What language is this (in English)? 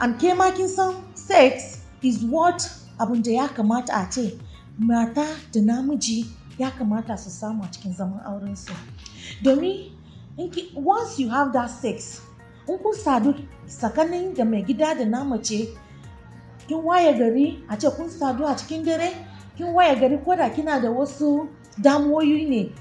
Hausa